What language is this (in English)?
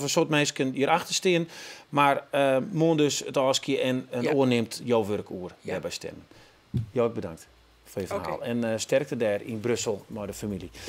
Western Frisian